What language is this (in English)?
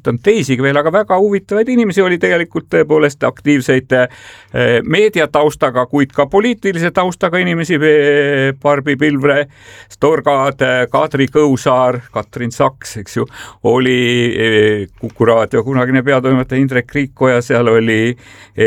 Estonian